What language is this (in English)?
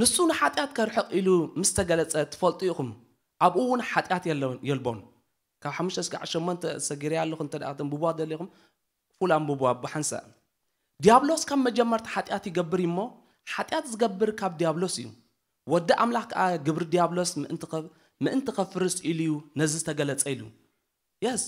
Tigrinya